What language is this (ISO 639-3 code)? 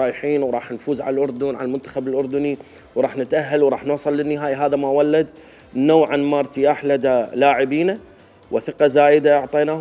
acm